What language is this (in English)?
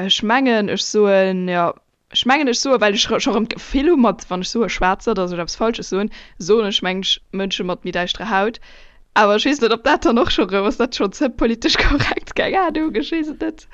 Luxembourgish